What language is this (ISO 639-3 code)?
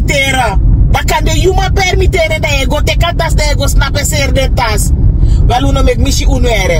srn